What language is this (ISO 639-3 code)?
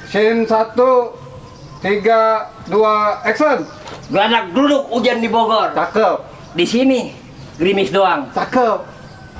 bew